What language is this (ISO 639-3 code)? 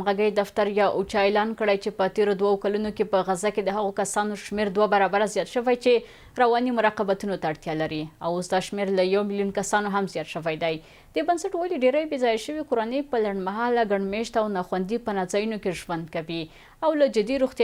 pus